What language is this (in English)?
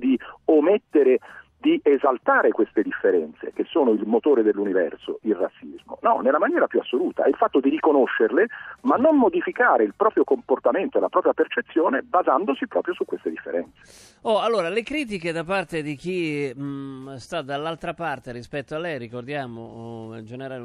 Italian